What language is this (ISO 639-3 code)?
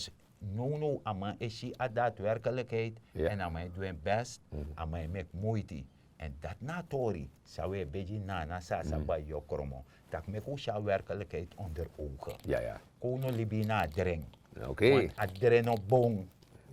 srn